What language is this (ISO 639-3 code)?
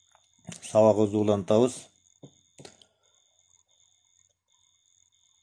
kir